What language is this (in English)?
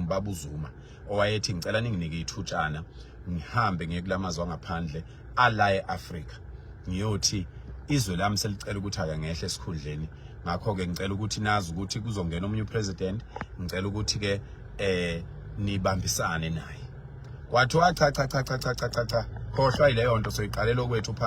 Zulu